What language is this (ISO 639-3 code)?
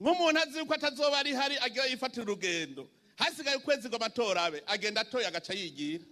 run